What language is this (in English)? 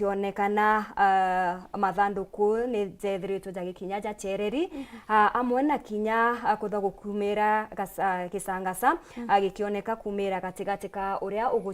Meru